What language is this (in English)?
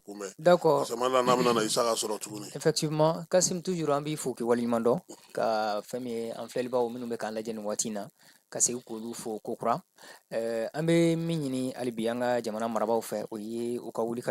Bambara